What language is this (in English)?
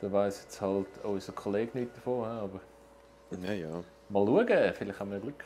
Swiss German